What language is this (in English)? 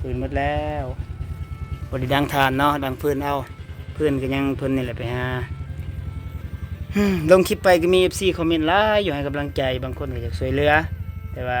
Lao